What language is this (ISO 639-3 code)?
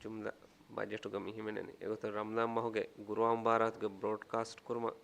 div